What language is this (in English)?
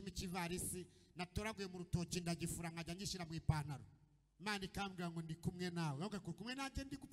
Kinyarwanda